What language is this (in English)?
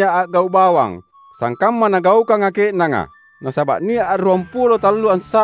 Makasar